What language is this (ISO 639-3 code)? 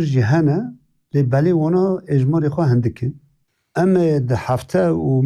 kur